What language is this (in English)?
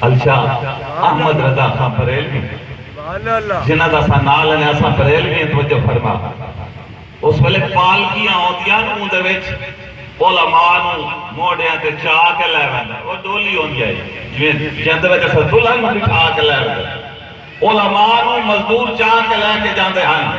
Saraiki